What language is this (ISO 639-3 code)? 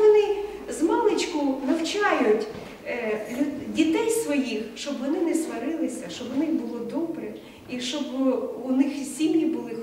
ukr